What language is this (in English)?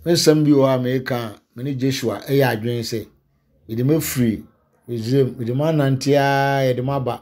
Akan